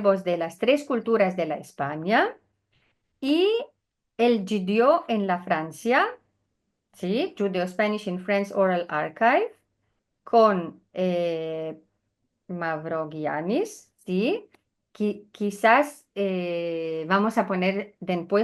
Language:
Ladino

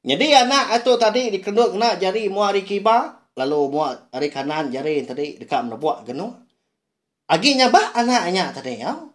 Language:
Iban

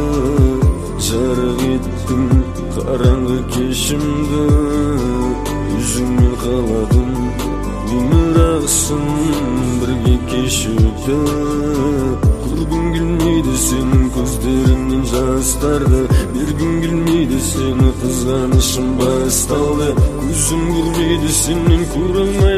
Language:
Kazakh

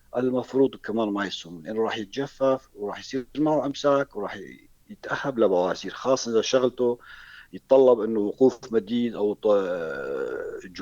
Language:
North Levantine Arabic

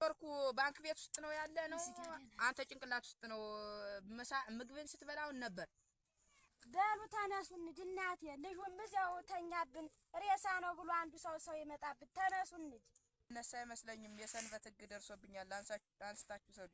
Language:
Amharic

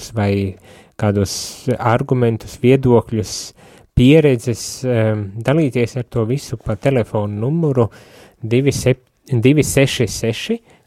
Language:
Latvian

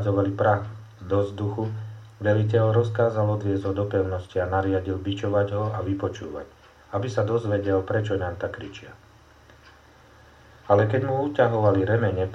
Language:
Slovak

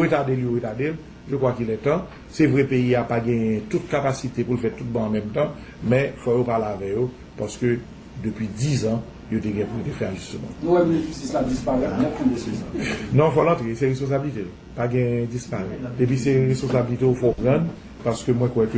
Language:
Haitian Creole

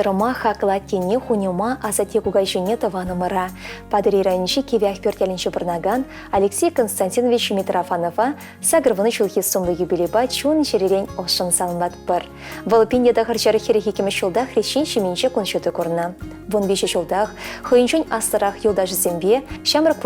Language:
Chuvash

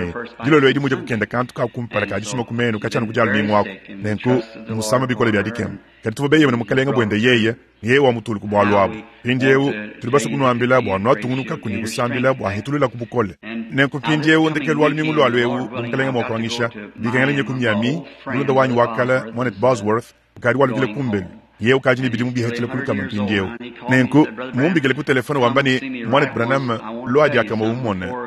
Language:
Luba-Lulua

